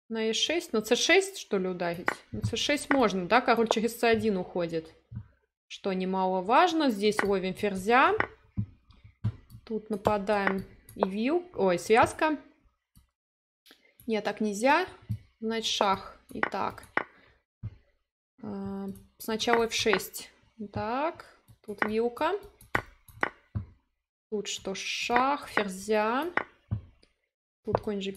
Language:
Russian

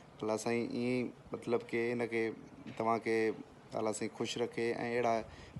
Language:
Sindhi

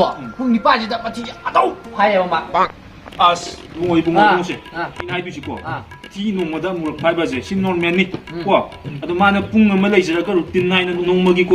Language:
Manipuri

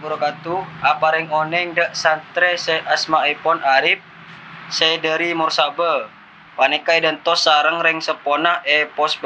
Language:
Madurese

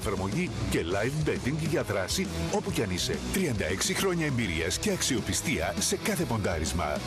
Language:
Greek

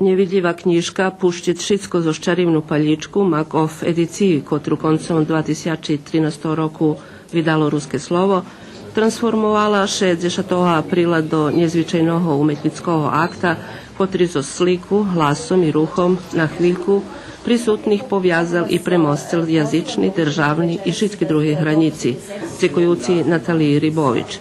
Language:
Rusyn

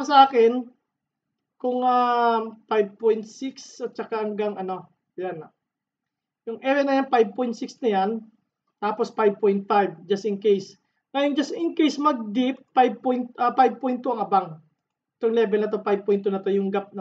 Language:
Filipino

